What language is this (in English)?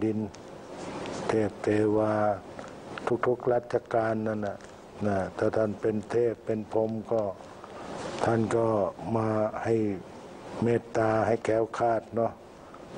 Thai